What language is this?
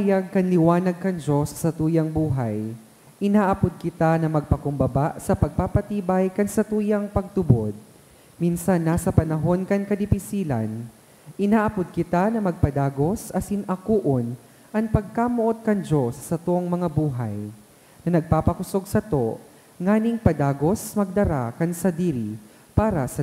Bikol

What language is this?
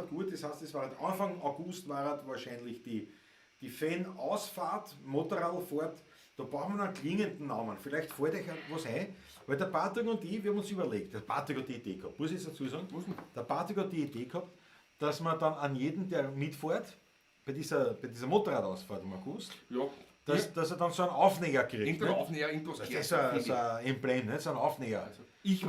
Bavarian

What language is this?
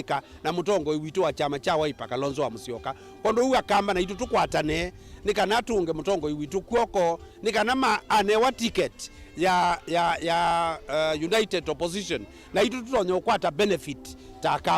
Kamba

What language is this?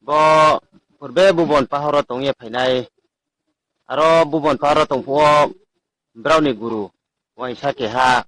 Riang (India)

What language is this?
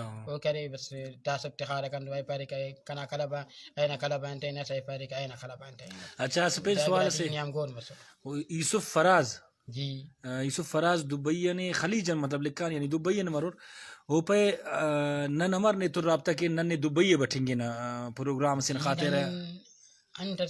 Brahui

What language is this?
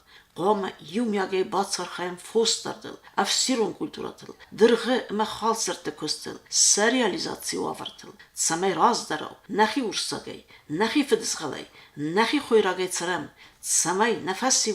Ossetic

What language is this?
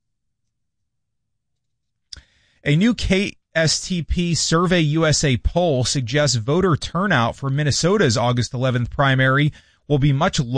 English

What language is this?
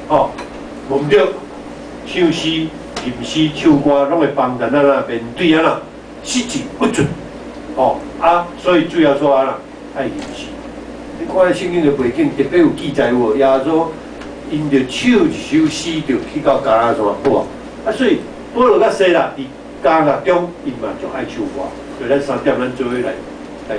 Min Nan Chinese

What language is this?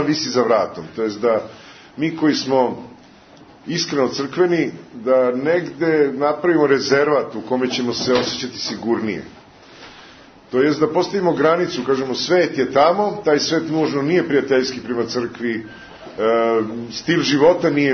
Serbian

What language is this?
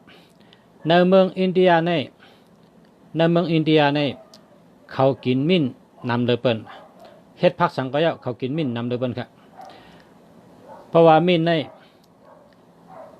Shan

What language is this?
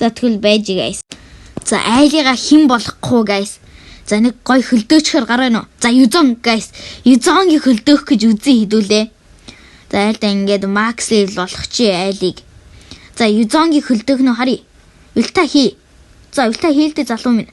Mongolian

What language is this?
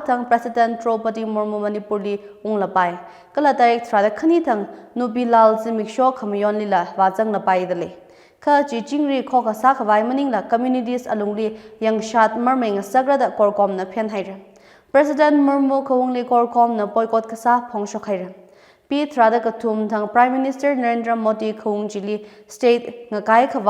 Tangkhul Naga (India)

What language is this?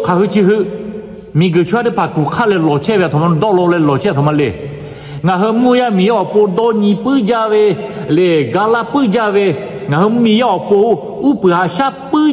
Lahu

